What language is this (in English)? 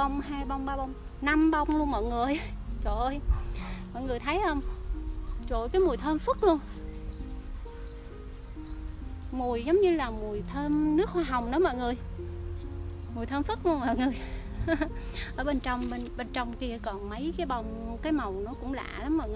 Vietnamese